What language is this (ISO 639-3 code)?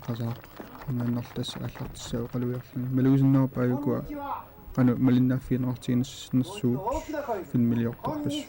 kal